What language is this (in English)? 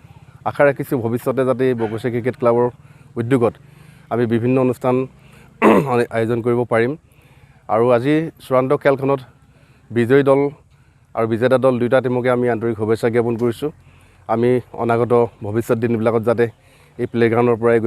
Assamese